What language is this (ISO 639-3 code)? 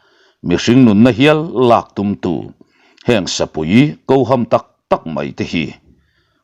lus